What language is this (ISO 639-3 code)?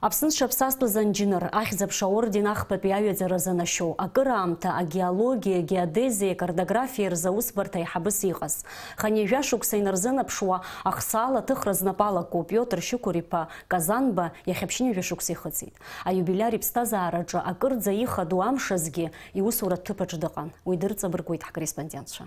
abk